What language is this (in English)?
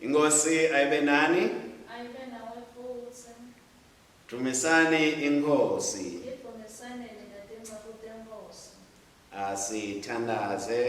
Swati